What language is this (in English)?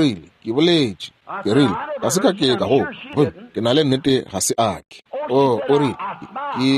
Northern Sotho